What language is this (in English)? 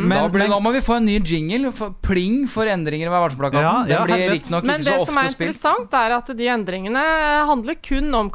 Norwegian